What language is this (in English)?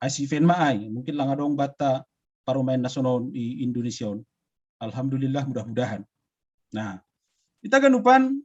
Batak Simalungun